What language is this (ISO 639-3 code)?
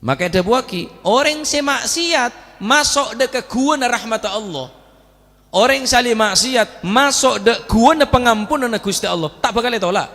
mad